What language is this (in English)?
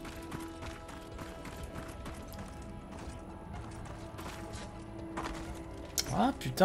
French